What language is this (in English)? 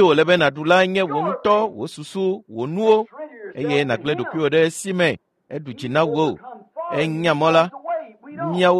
Ewe